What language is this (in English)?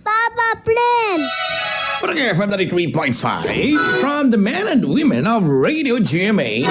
Hiligaynon